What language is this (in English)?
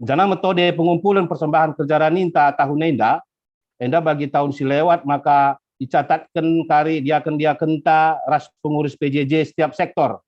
Batak Karo